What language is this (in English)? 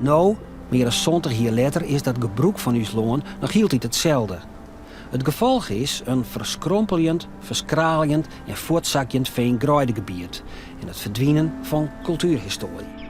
Western Frisian